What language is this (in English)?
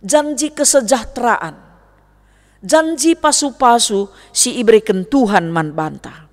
Batak Karo